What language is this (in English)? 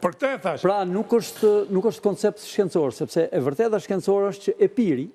Albanian